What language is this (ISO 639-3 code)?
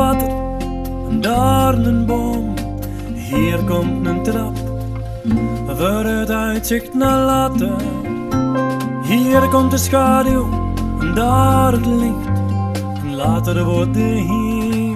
nld